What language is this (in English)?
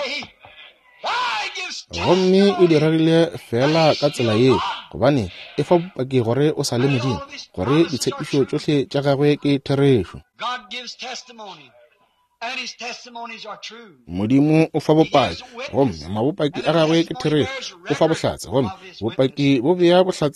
Northern Sotho